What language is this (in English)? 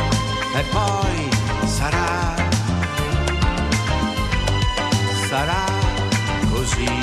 Italian